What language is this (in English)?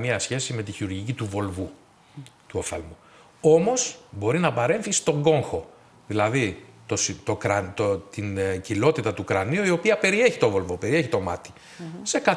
Greek